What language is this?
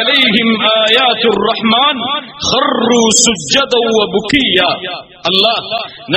Tamil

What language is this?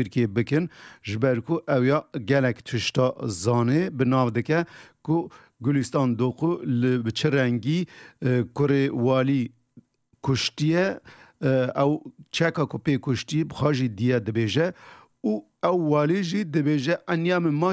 Kurdish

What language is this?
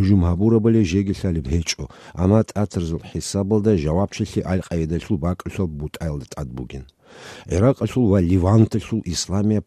Avaric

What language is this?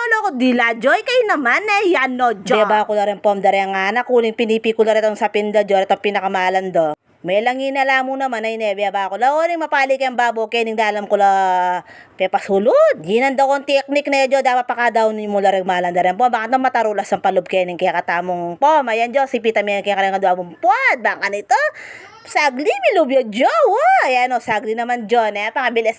Pampanga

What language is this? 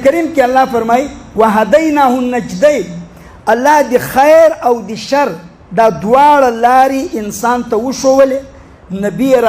Pashto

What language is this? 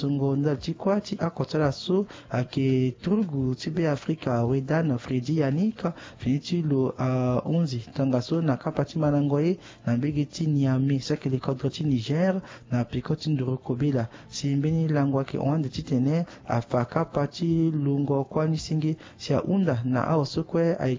Sango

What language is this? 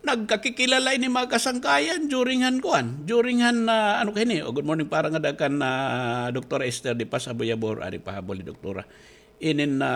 Waray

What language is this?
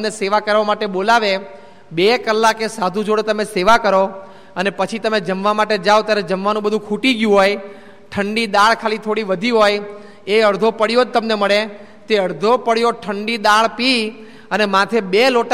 Gujarati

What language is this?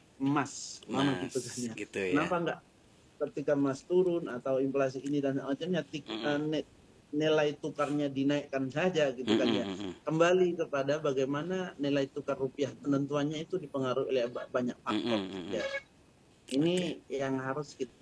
Indonesian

